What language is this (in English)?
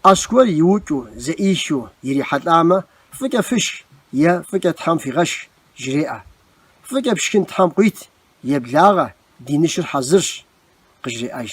Kabardian